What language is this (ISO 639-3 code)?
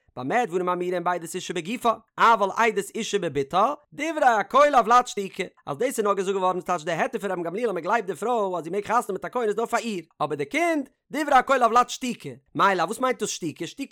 yid